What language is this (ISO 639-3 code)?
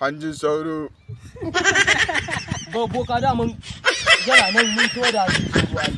hau